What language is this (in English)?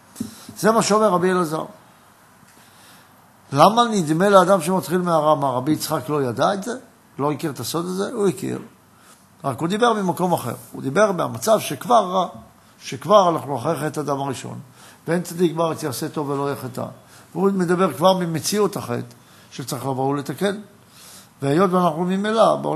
Hebrew